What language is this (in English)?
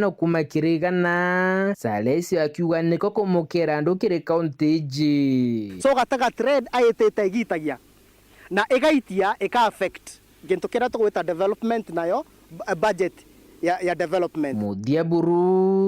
Meru